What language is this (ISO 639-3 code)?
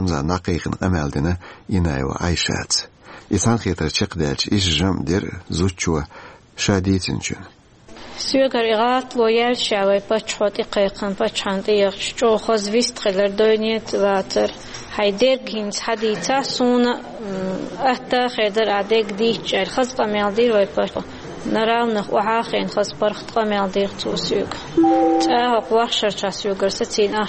che